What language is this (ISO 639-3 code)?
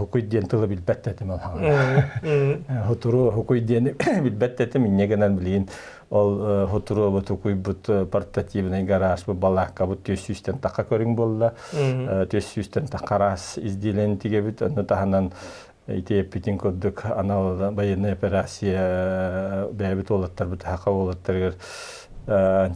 sah